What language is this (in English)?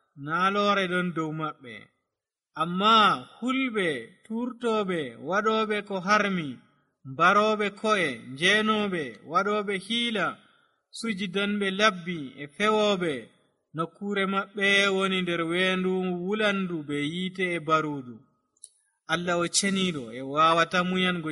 Nigerian Fulfulde